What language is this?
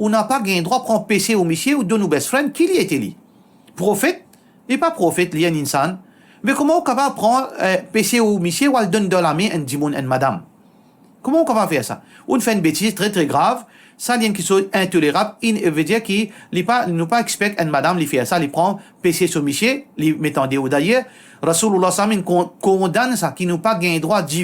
Morisyen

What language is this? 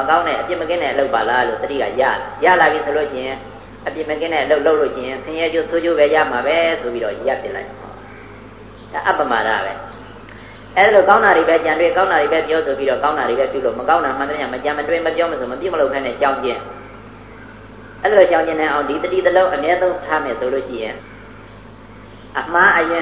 Burmese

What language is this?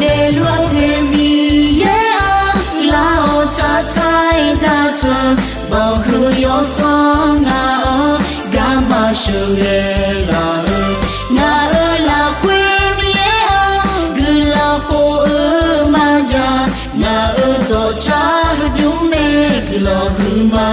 Akha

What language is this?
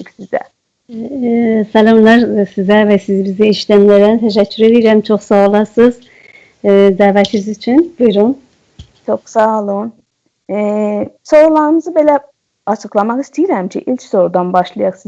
South Azerbaijani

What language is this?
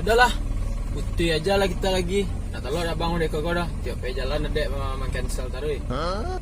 Minangkabau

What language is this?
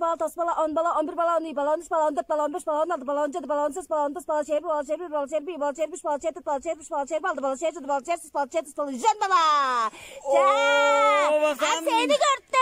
Tuvinian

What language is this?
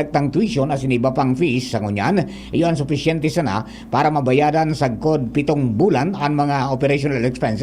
Bikol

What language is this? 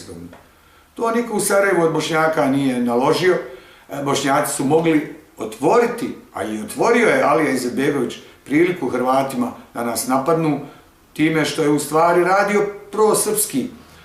Bosnian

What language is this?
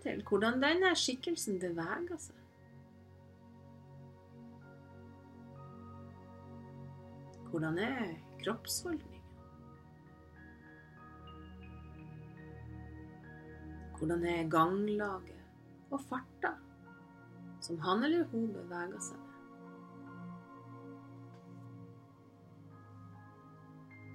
Norwegian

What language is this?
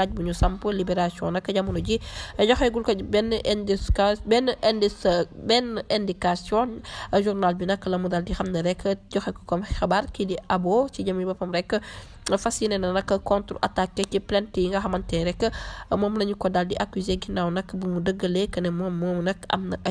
Wolof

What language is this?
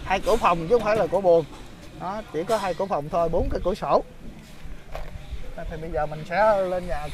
Vietnamese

